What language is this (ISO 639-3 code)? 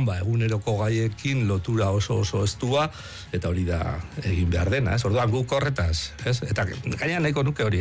eus